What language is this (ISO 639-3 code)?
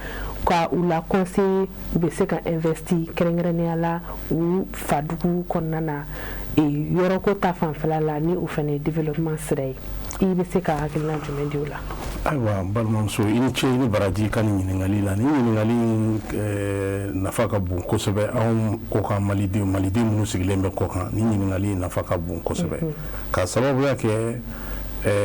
bam